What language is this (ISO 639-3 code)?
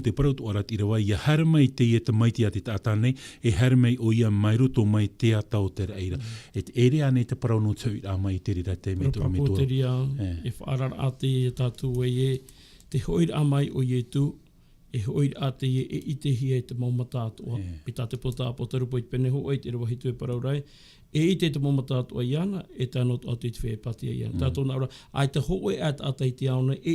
tah